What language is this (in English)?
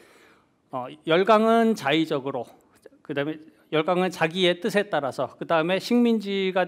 Korean